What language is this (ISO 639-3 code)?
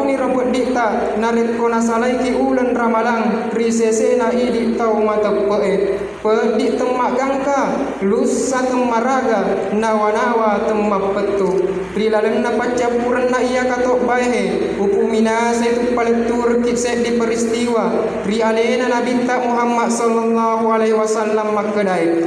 bug